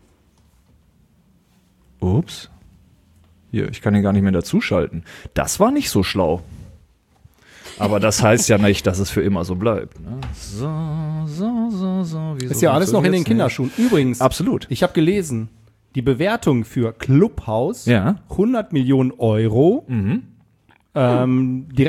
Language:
German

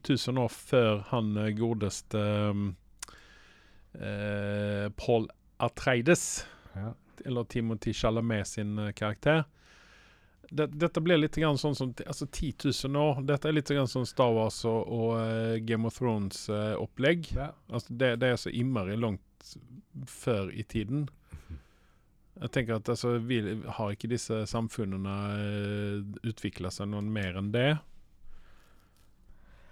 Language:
Norwegian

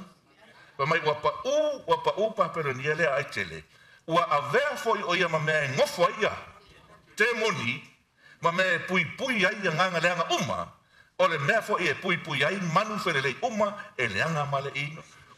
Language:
Samoan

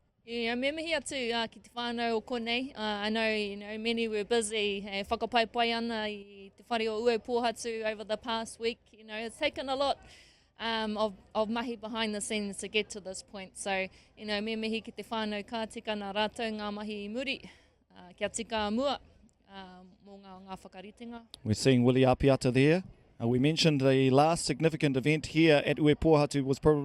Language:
Māori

